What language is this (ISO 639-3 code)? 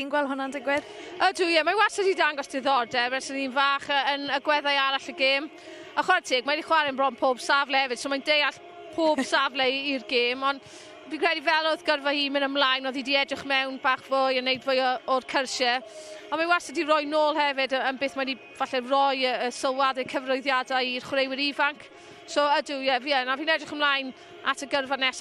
cym